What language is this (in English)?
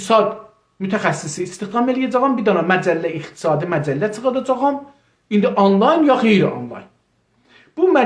South Azerbaijani